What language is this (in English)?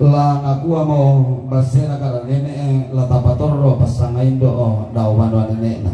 Toraja-Sa'dan